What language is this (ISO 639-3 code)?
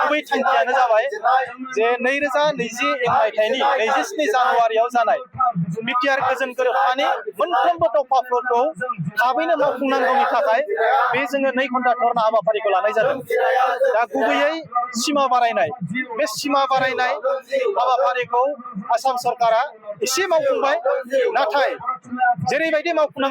brx